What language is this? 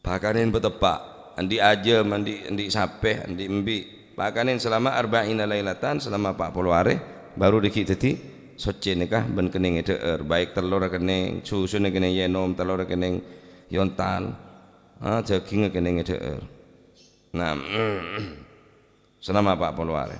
Madurese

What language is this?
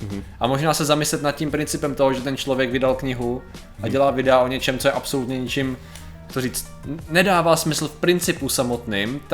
Czech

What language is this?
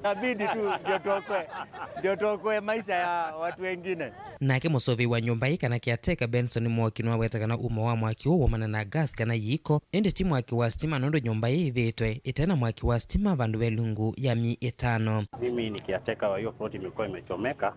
Kamba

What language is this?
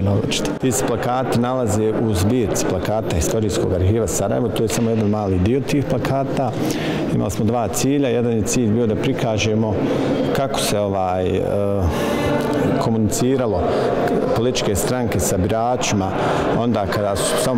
Bosnian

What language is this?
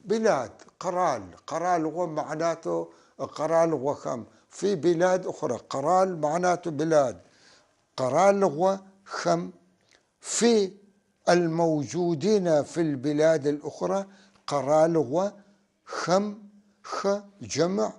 North Levantine Arabic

